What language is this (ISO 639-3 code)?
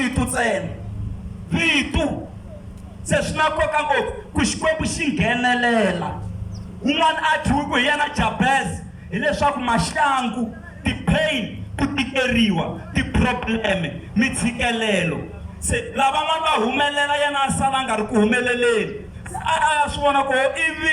tso